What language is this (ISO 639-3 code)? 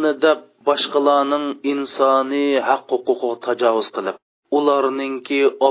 uig